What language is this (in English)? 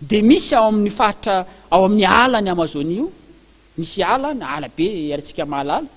Malagasy